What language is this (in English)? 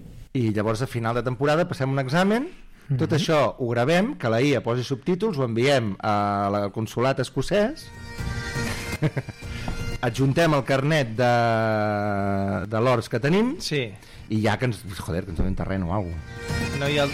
Catalan